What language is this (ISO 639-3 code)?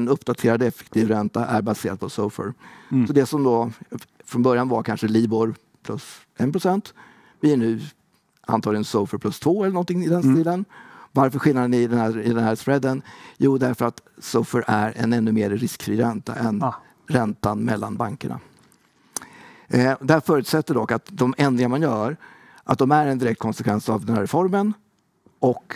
swe